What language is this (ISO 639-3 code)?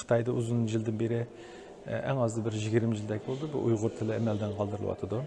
uig